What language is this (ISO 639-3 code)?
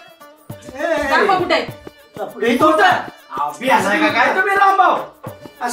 mar